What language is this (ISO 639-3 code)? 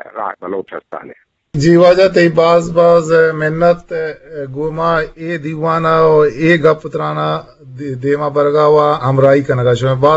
bgp